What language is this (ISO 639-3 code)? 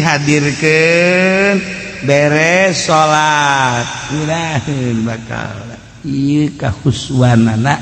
sun